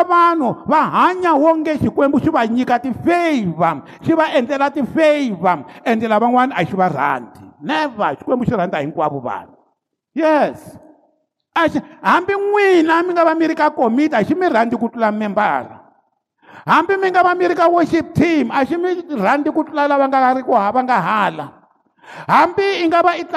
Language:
Tsonga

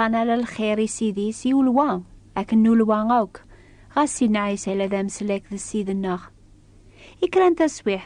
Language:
Kabyle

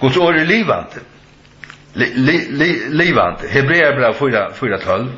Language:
Faroese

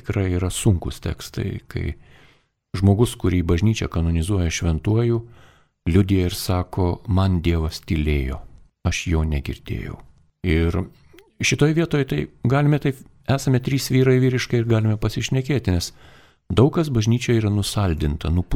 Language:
Lithuanian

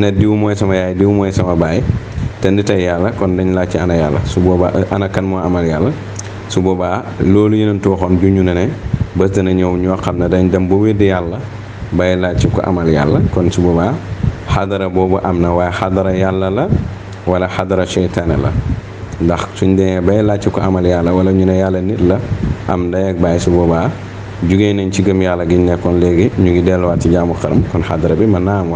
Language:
Wolof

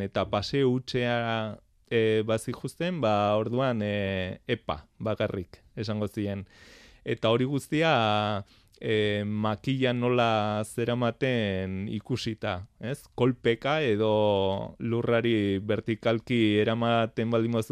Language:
Basque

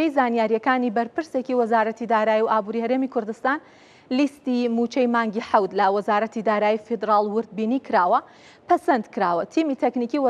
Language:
Central Kurdish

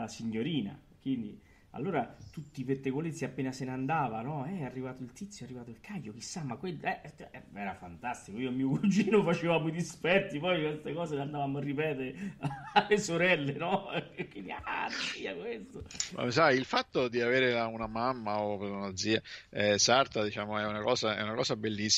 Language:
Italian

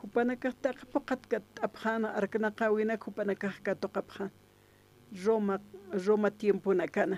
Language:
Aymara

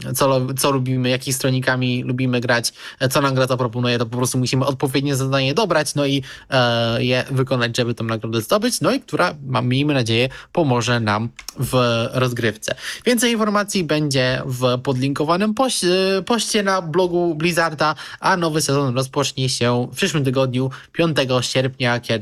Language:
Polish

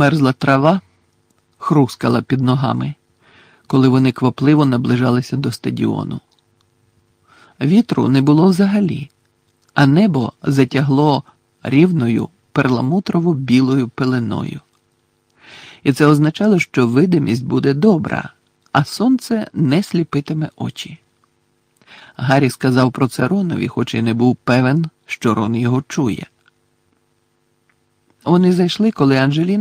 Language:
Ukrainian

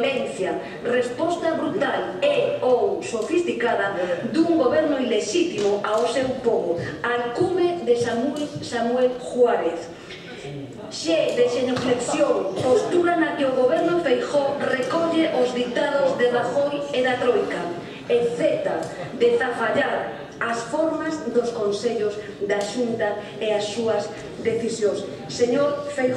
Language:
Galician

